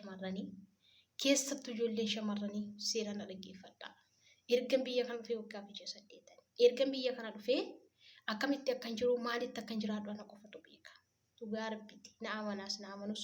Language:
Oromo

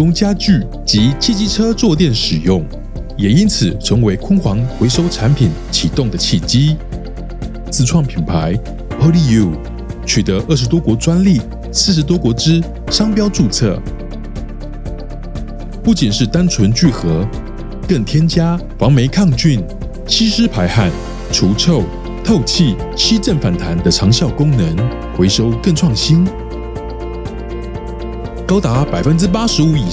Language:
Chinese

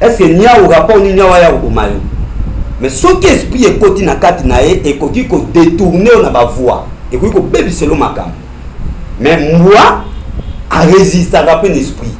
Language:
Lingala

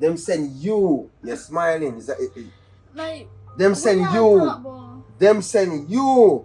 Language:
Jamaican Creole English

